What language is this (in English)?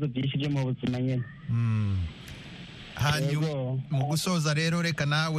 Kinyarwanda